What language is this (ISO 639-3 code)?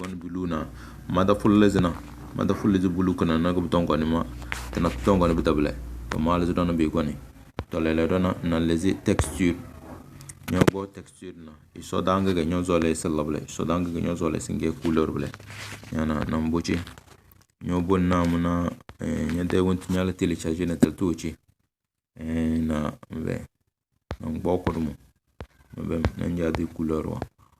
kdh